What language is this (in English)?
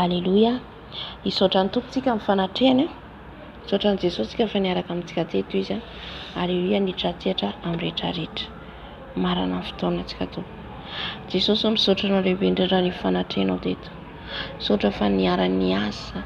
Malagasy